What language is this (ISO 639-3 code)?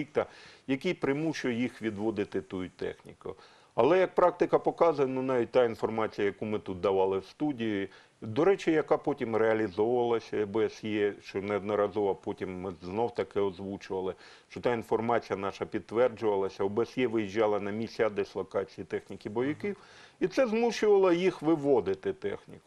ukr